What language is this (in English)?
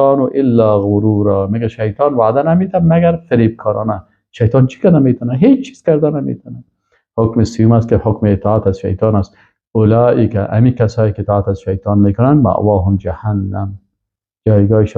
Persian